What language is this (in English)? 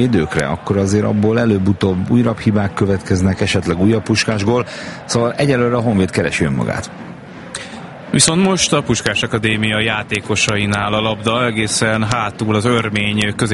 Hungarian